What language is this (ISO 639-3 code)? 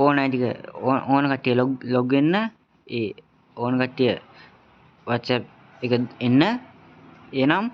sin